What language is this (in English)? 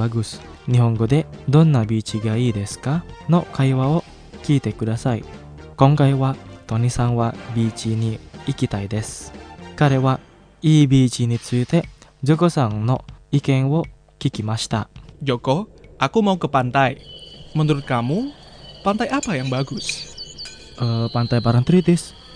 Japanese